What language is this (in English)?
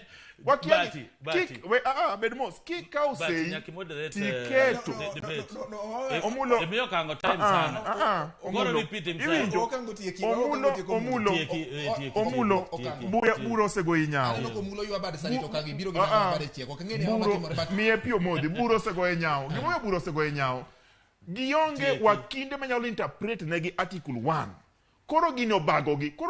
Luo (Kenya and Tanzania)